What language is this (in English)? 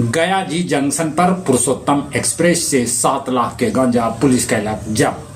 Magahi